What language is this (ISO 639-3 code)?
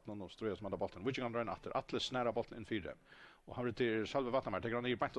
fao